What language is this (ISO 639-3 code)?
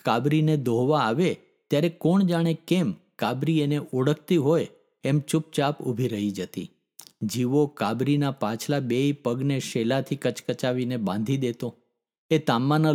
guj